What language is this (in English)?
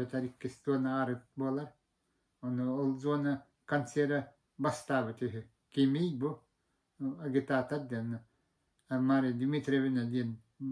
Yakut